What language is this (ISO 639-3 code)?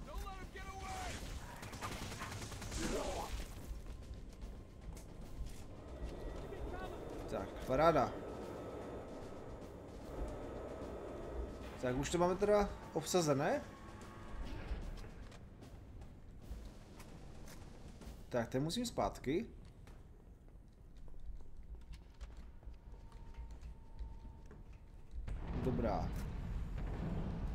ces